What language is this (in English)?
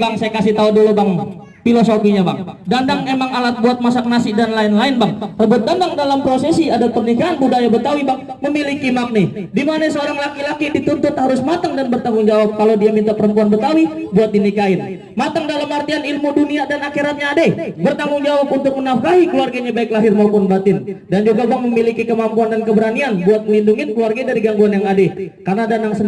Betawi